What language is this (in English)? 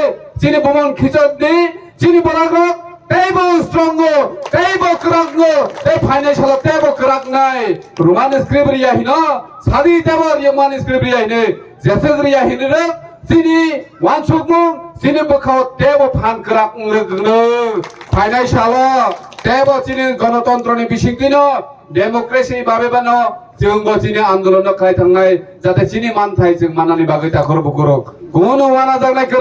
Kok Borok